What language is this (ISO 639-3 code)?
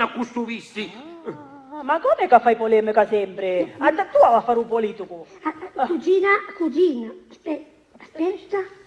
scn